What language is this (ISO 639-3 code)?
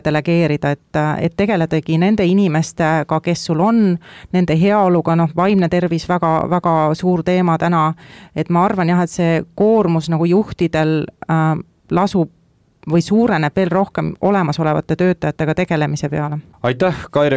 est